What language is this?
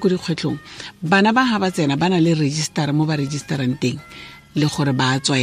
Tswana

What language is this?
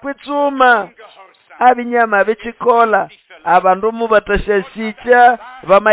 Nande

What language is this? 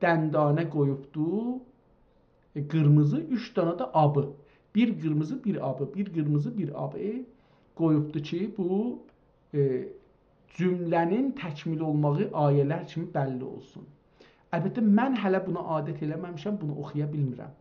South Azerbaijani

